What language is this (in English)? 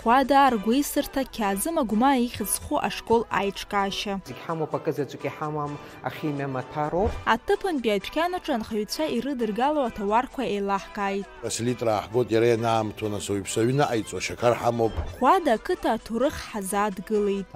Abkhazian